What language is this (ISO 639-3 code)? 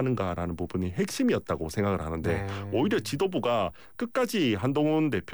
kor